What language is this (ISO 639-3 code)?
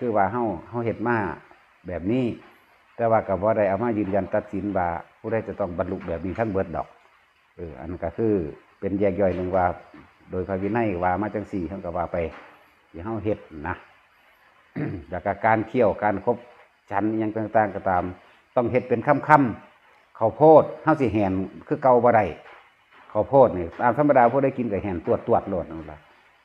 lao